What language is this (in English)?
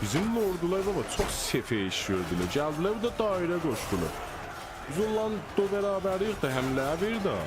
South Azerbaijani